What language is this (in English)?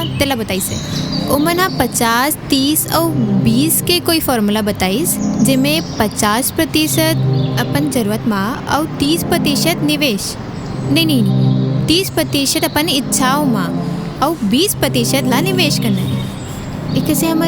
Chhattisgarhi